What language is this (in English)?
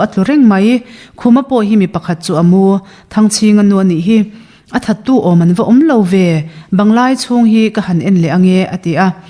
Mizo